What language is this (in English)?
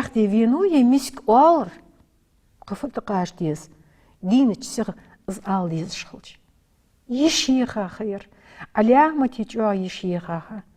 Ingush